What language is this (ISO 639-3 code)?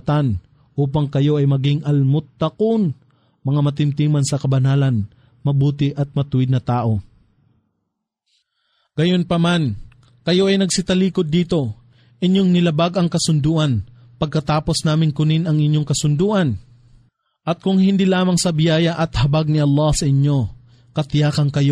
fil